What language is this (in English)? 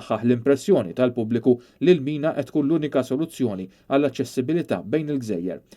Maltese